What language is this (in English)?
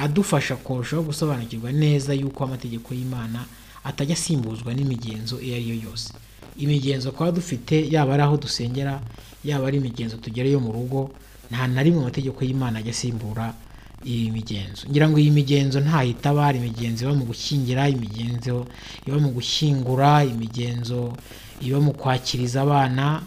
Kinyarwanda